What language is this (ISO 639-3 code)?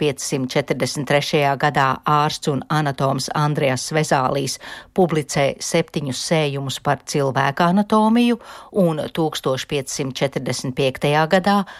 lav